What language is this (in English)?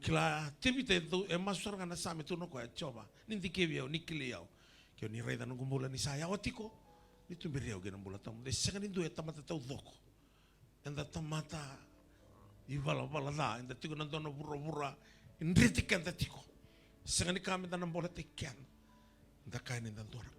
Fijian